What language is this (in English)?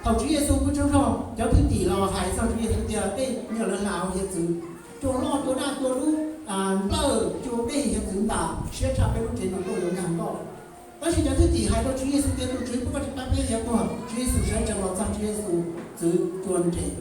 Hmong